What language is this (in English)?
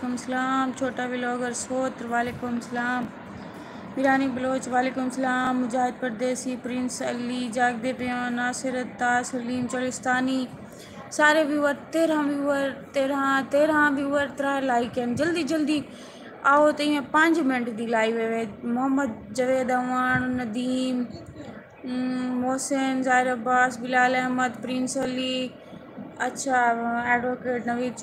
Saraiki